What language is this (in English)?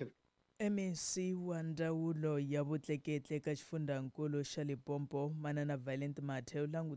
Tsonga